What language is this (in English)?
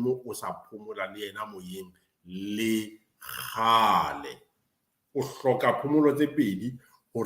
Southern Sotho